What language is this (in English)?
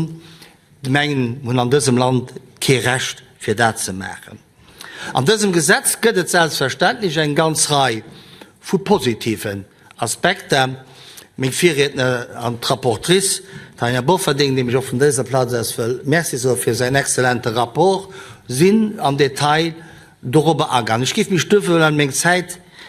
Luxembourgish